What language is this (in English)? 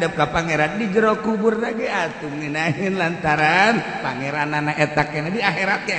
Sundanese